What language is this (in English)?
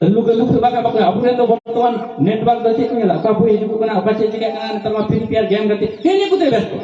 Santali